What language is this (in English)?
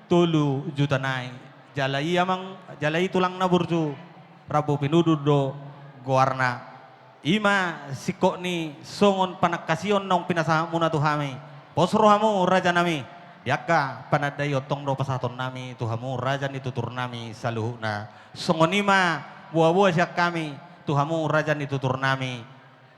Batak Toba